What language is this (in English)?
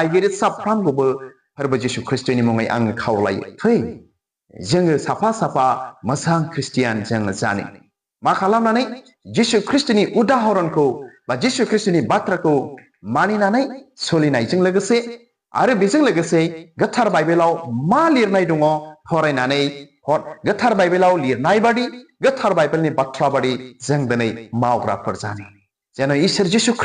Bodo